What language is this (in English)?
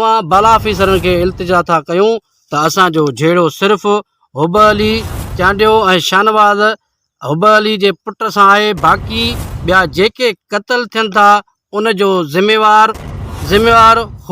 Sindhi